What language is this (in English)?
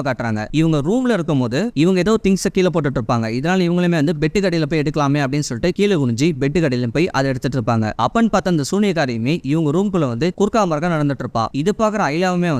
Tamil